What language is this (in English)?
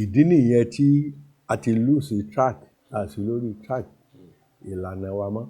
Yoruba